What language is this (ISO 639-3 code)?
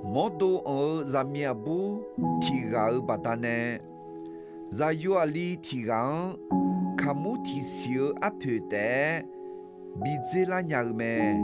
ahk